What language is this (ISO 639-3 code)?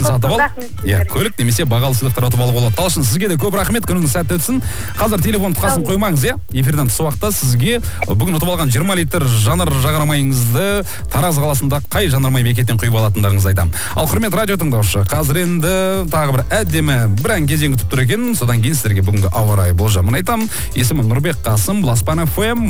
kaz